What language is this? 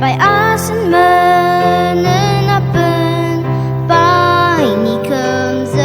Ao Naga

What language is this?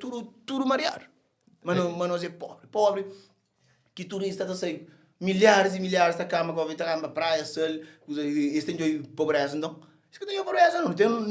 Kabuverdianu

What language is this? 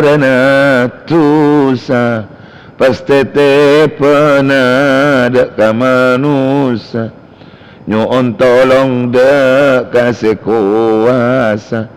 Madurese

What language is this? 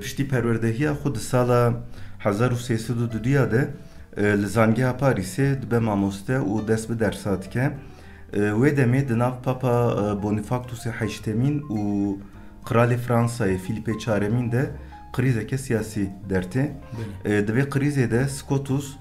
Kurdish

